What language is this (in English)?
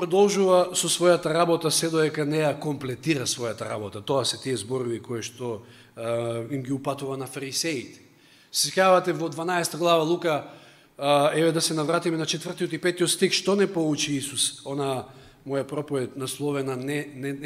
Macedonian